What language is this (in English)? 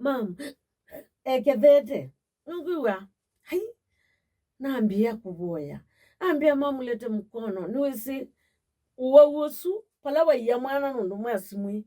Kamba